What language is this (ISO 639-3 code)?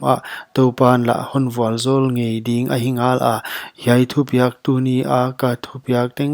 pck